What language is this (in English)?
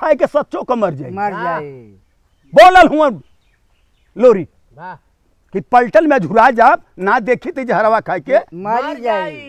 Bhojpuri